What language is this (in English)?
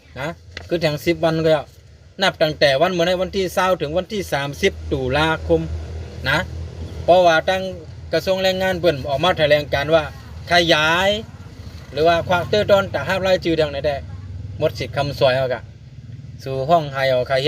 Shan